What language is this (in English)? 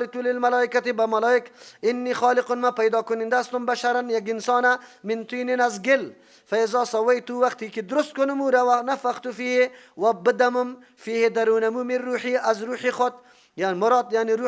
Persian